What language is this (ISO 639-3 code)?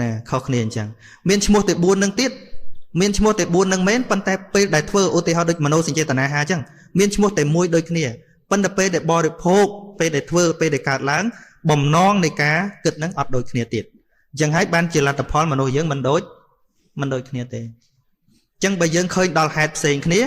khm